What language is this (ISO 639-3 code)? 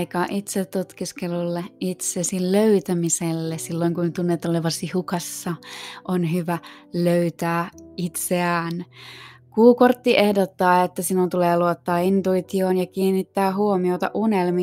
fin